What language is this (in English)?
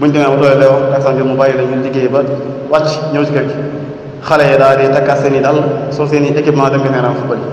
Wolof